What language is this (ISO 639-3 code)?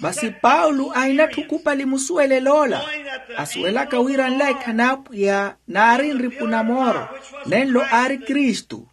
vmw